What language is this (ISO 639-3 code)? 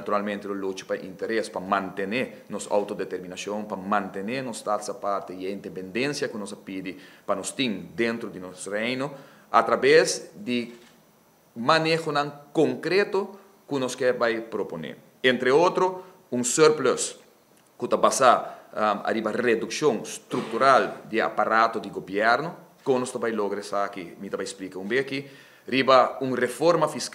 pap